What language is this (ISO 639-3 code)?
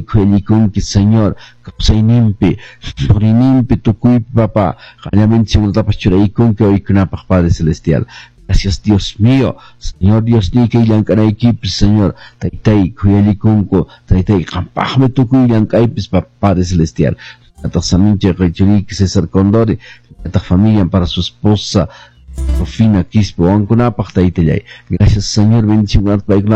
que